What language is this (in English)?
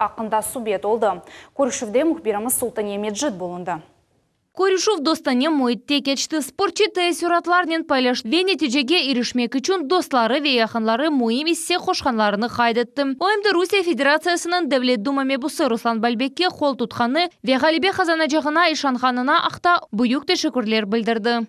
Crimean Tatar